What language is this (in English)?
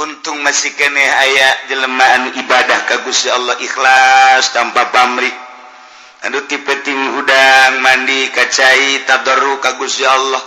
Sundanese